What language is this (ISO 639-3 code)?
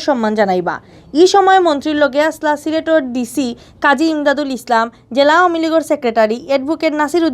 syl